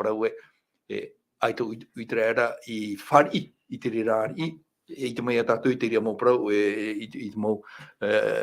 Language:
Tahitian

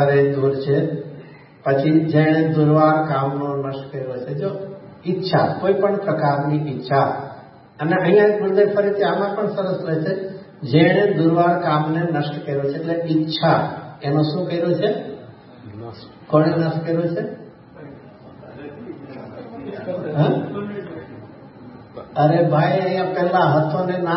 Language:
Gujarati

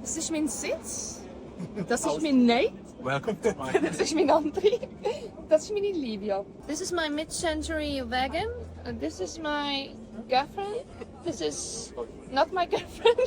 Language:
Swiss German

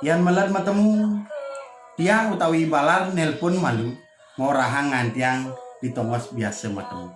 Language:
Balinese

